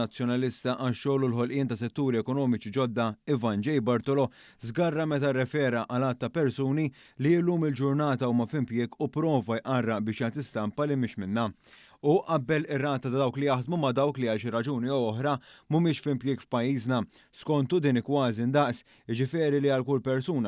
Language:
Maltese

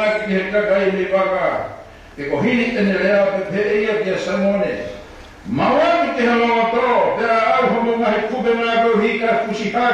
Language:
Tongan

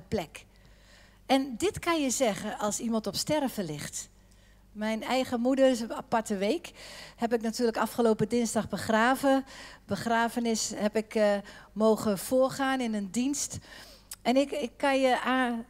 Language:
Dutch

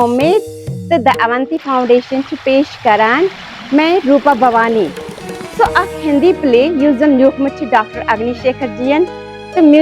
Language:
Kashmiri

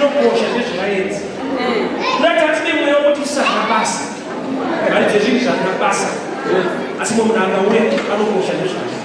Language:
Shona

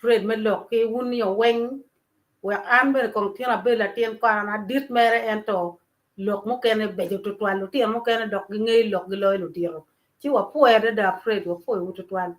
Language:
Acoli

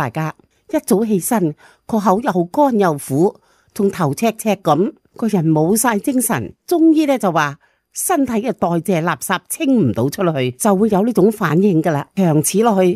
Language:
Cantonese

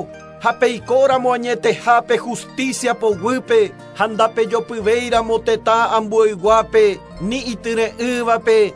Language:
Guarani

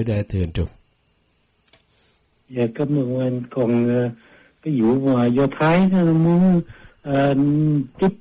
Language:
Vietnamese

